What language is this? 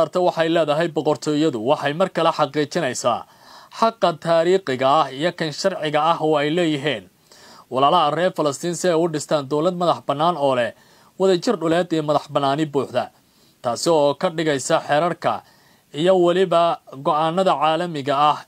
Somali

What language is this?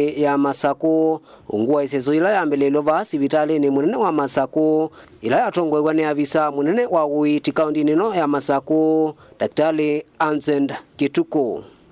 Kamba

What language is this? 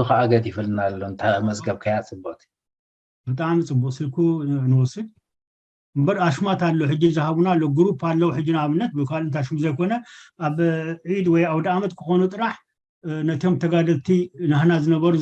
Tigrinya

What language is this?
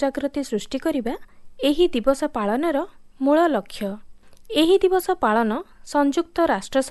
Odia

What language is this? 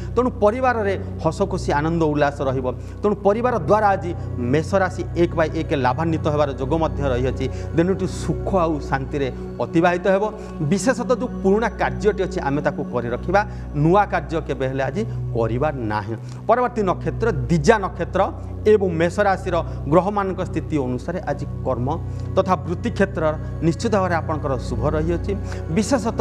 Odia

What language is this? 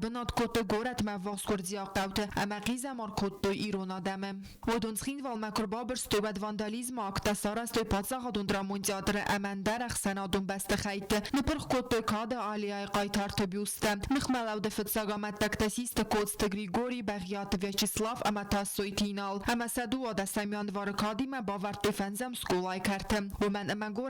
Ossetic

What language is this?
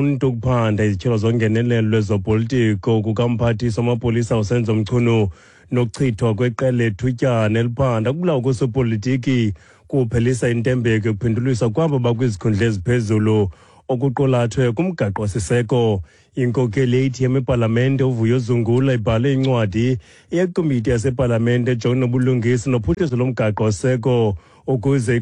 Xhosa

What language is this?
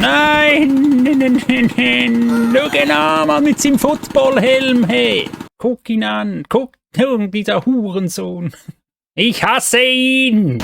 Swiss German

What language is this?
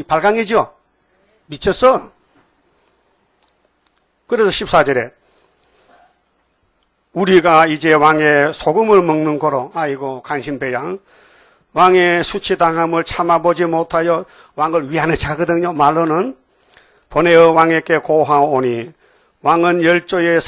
Korean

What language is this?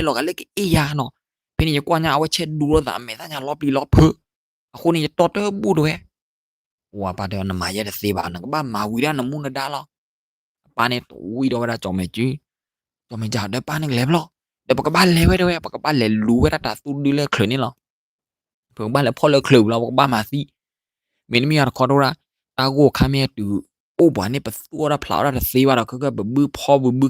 S'gaw Karen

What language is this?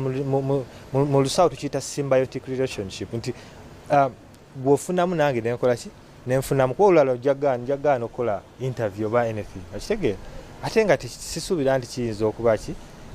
Ganda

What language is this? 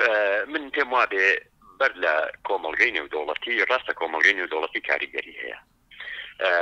Central Kurdish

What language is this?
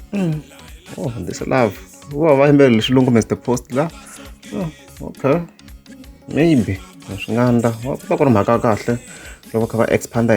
Tsonga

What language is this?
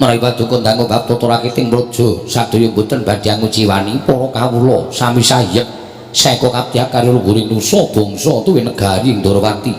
Javanese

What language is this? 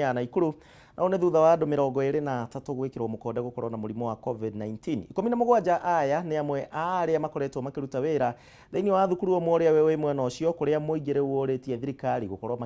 Kikuyu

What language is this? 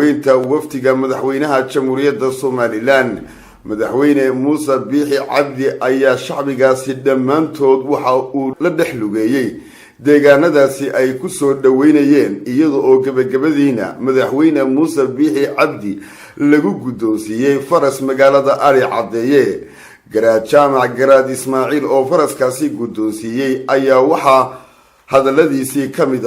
Somali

